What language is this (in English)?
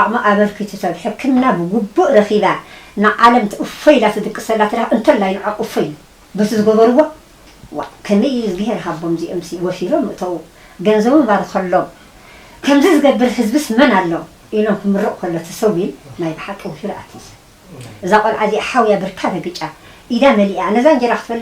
Tigrinya